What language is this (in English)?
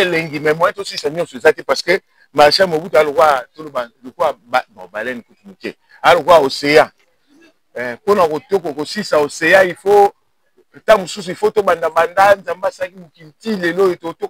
Lingala